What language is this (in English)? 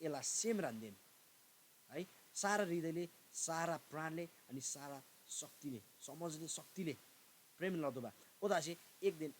Eastern Tamang